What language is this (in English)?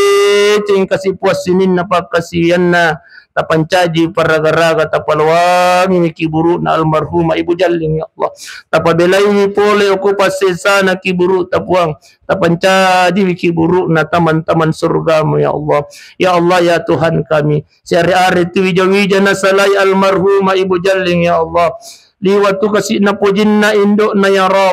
Buginese